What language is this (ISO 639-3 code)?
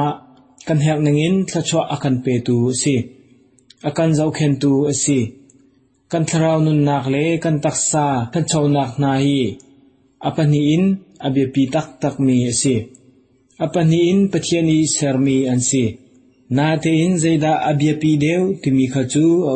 cnh